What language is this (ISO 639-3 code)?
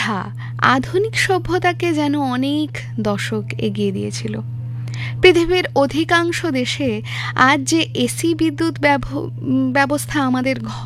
ben